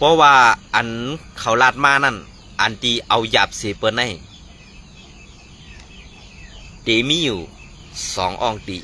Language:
Shan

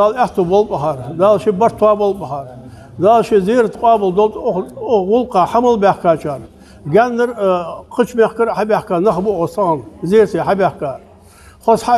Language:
Ingush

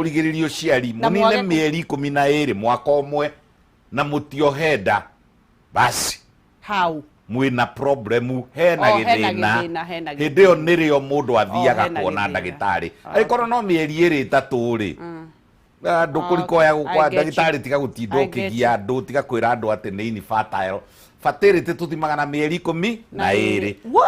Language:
Kikuyu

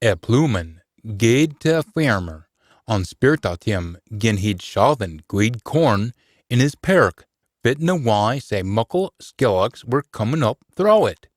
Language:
Scots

